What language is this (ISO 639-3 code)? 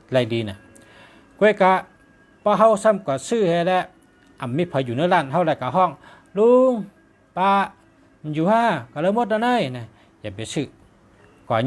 shn